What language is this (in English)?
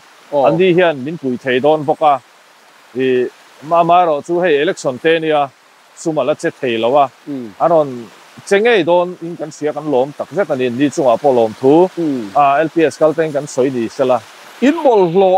Mizo